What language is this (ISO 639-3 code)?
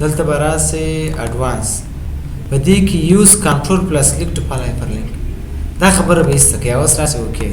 pus